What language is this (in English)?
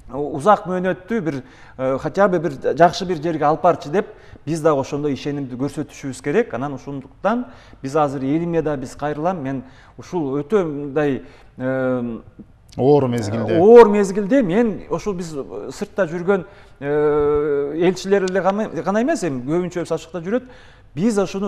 Kyrgyz